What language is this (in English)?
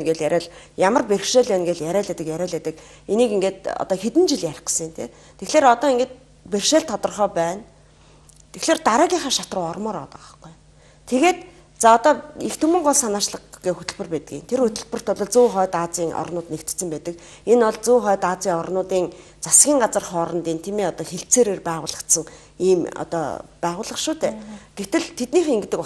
Mongolian